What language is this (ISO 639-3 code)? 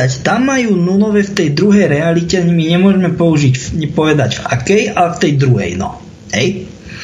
slk